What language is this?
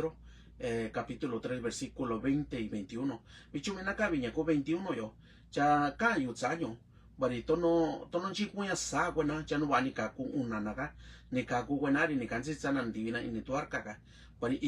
Mixtepec Mixtec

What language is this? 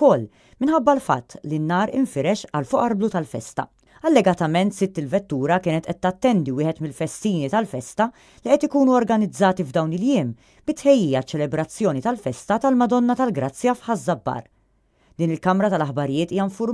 Maltese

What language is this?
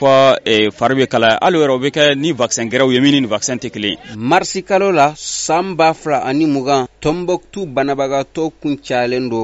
Bambara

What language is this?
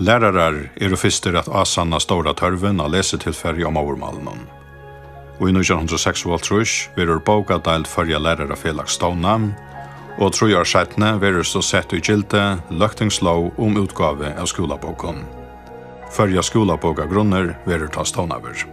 Faroese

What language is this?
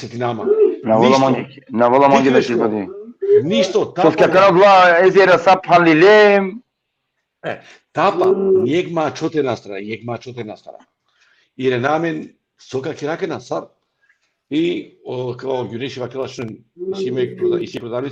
Balkan Romani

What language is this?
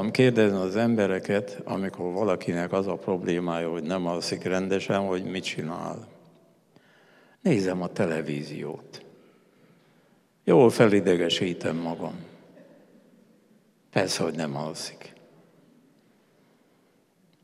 Hungarian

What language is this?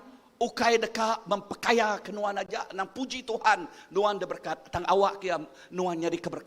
Iban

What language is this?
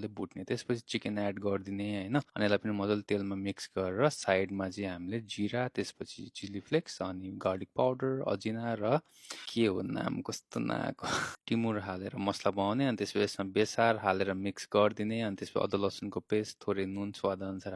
Nepali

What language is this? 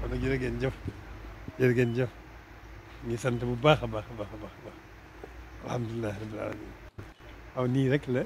Wolof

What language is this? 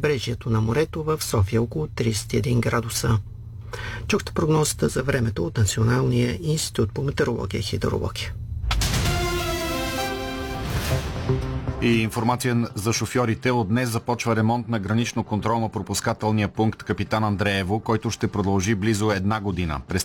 Bulgarian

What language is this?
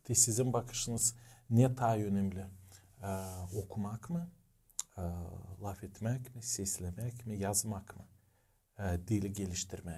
Gagauz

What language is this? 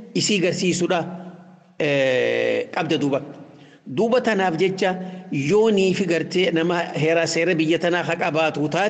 Oromo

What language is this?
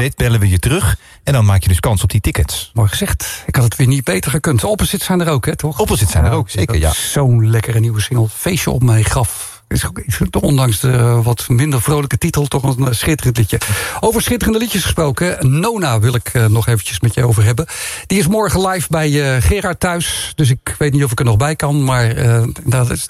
Dutch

